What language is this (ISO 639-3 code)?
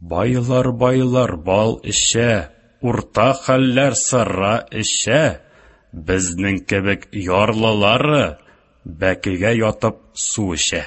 tat